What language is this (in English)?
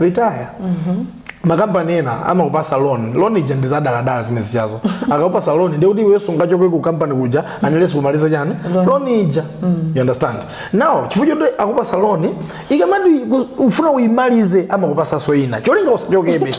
Nyanja